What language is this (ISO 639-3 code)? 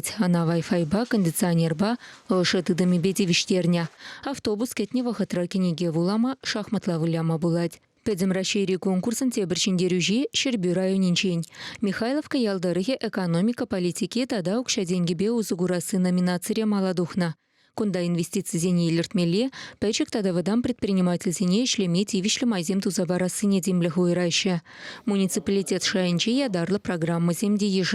chv